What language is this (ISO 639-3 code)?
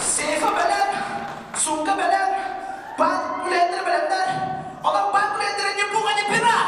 sah